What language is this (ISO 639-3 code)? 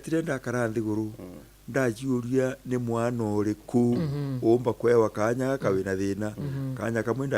mer